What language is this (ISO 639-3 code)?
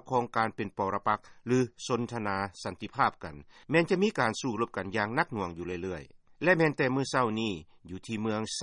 lao